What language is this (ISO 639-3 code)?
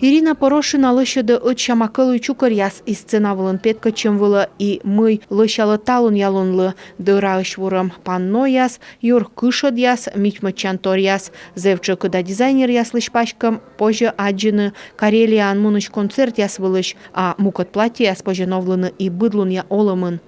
kom